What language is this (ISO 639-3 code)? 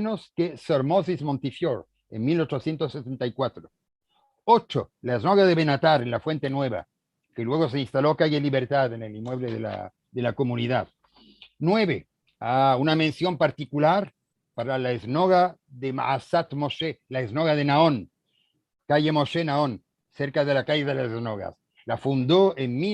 lad